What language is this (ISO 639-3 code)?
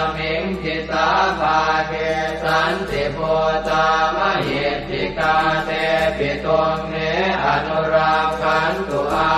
pli